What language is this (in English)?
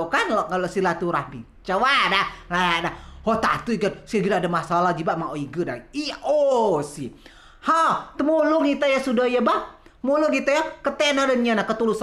Rejang